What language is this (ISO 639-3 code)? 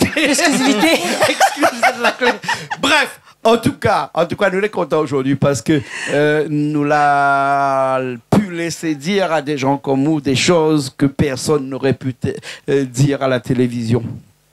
rcf